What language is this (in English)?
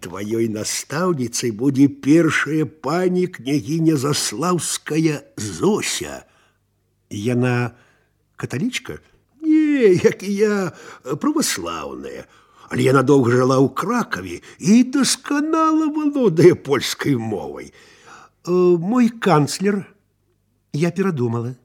Belarusian